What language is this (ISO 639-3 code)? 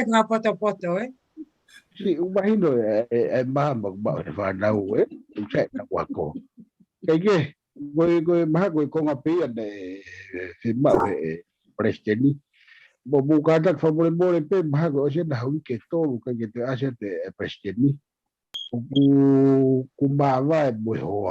ton